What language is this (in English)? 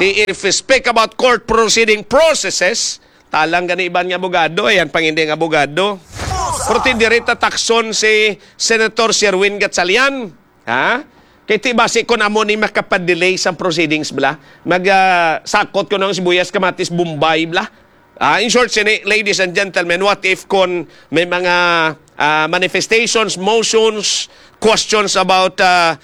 Hiligaynon